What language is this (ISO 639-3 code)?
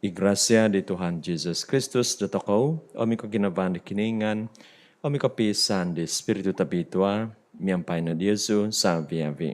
dtp